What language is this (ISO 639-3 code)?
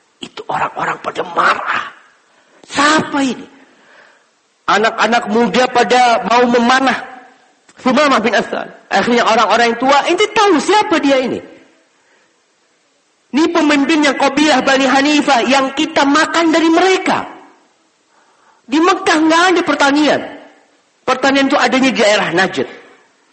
ind